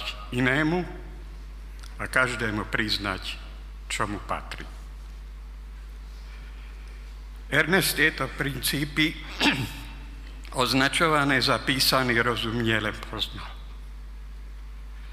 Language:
Slovak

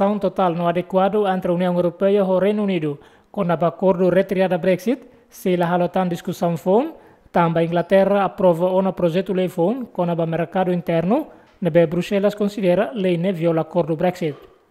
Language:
Tetum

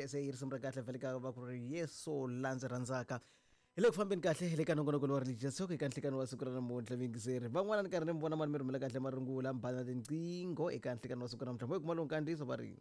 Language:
Tsonga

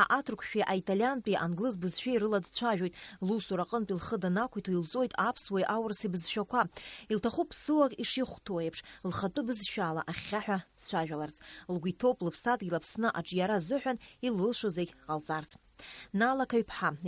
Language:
Abkhazian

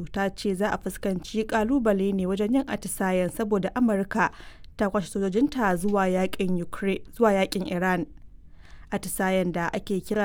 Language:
Hausa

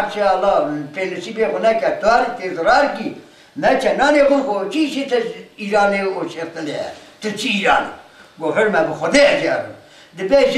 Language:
Kurdish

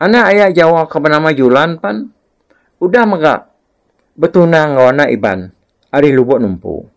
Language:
Iban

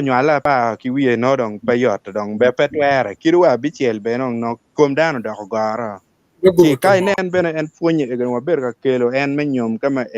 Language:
Acoli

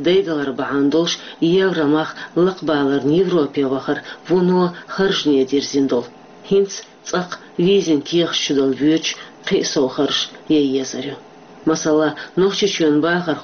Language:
Chechen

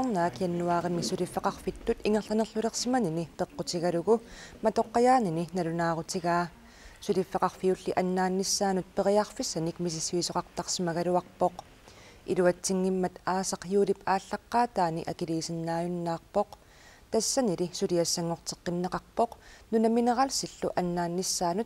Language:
Kalaallisut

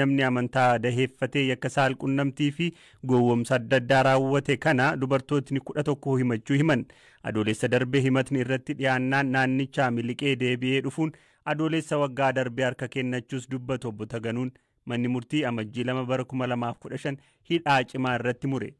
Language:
Oromo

